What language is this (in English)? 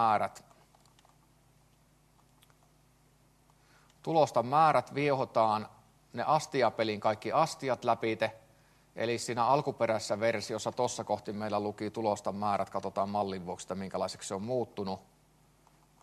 Finnish